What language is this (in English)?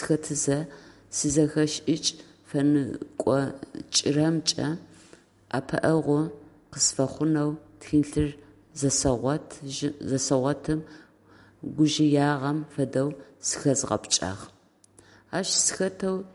Adyghe